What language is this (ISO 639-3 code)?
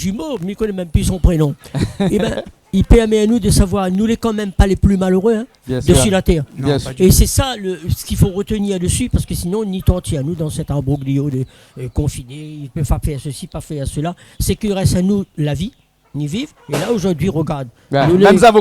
rcf